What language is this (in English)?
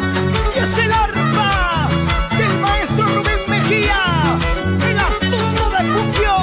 Ayacucho Quechua